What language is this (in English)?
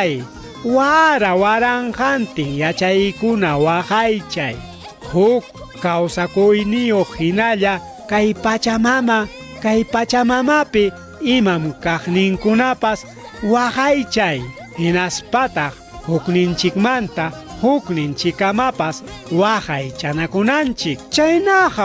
Ayacucho Quechua